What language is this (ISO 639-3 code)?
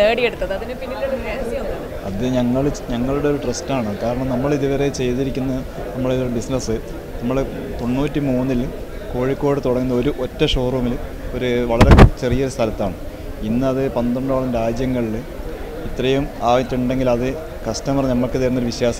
mal